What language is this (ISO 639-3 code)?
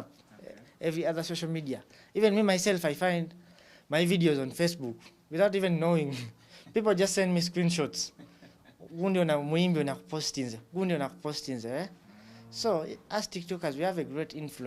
lug